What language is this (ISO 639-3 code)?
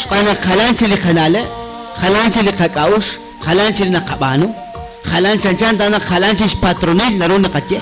kek